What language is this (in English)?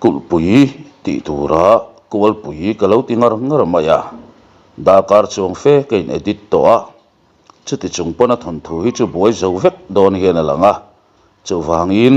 Mizo